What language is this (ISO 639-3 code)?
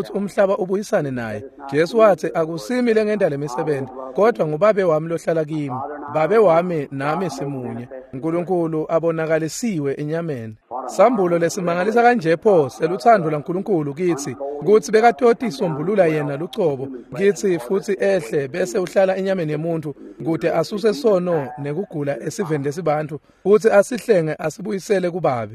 ssw